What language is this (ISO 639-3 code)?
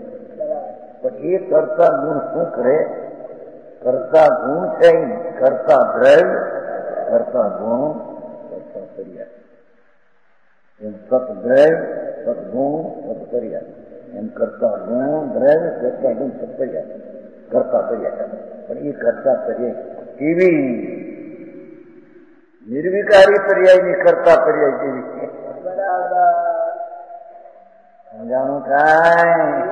guj